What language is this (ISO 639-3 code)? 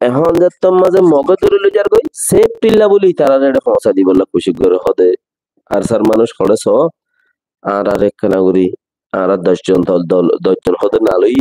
rhg